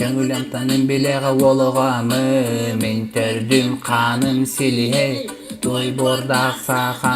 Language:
Yakut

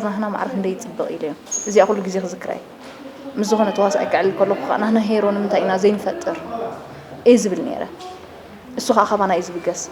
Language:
Tigrinya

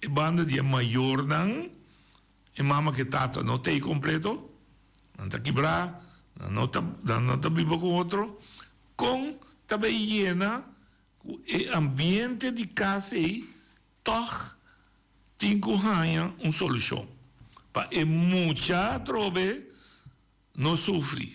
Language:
Papiamento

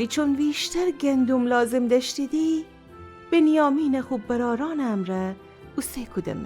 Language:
Gilaki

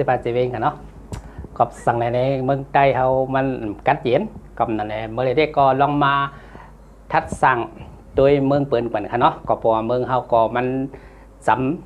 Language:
Shan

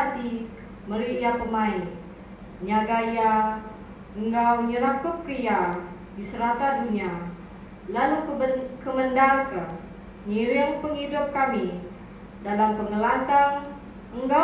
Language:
Iban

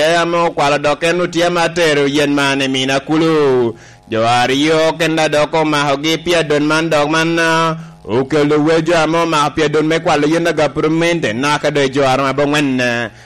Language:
Lango (Uganda)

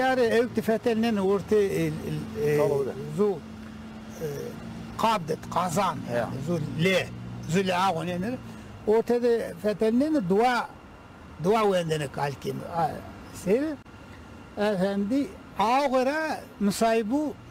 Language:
Zaza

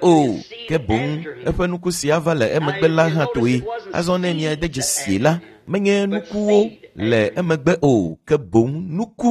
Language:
Ewe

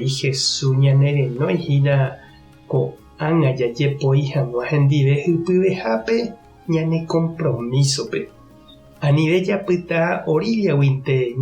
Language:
Guarani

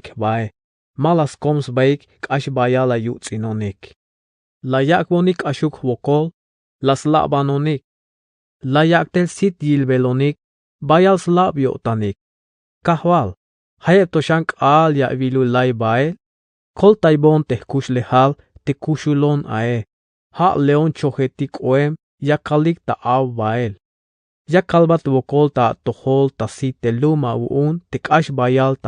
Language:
Tzeltal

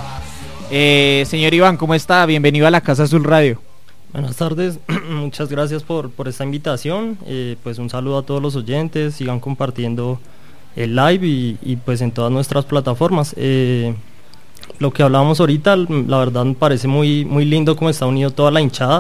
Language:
Spanish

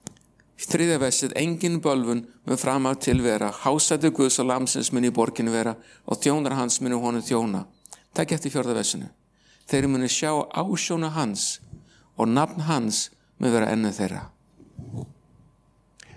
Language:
Icelandic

